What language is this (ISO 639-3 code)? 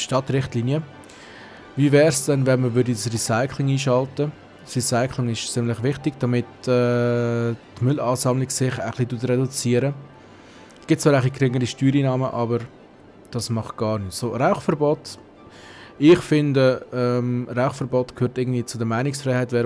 gsw